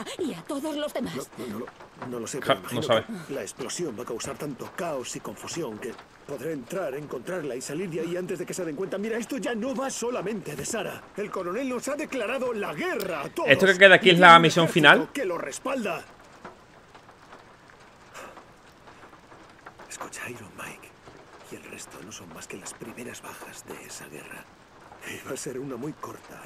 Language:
Spanish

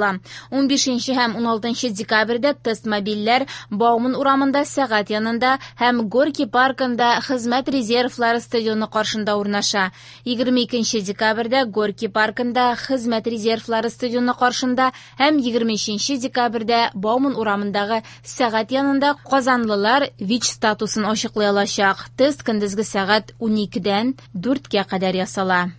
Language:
Tatar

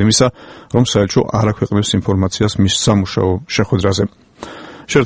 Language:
Georgian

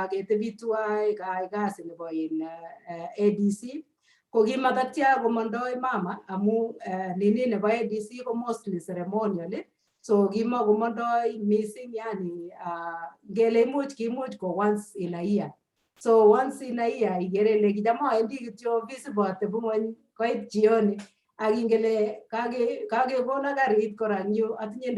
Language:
Kalenjin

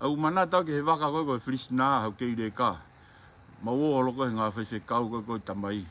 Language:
Tongan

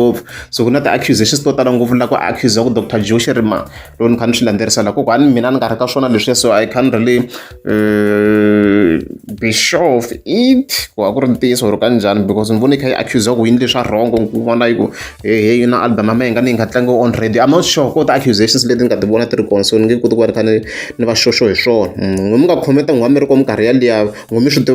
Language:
Tsonga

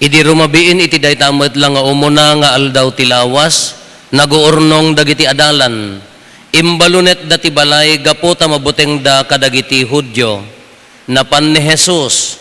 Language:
Iloko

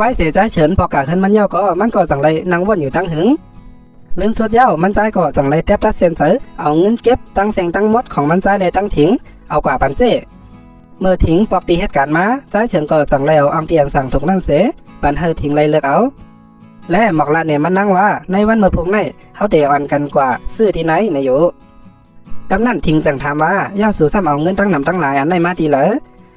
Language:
Shan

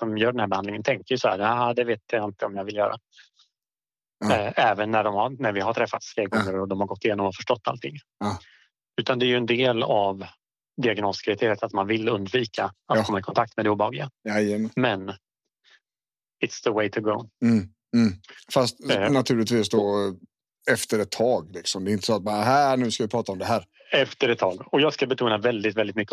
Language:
Swedish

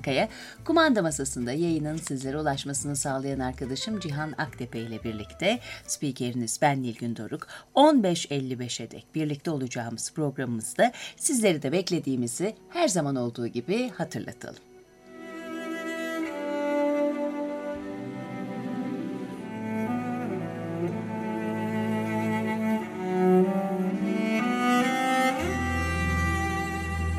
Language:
Turkish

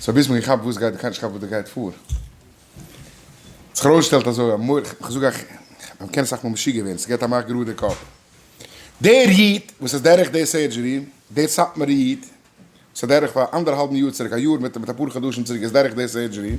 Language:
Yiddish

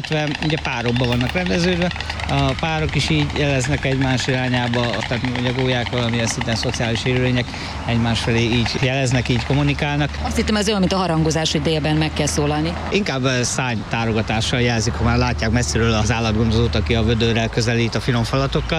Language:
Hungarian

